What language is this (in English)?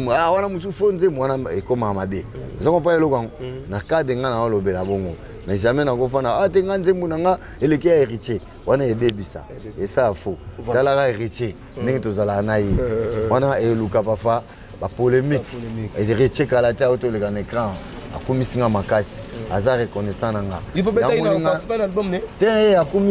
Lingala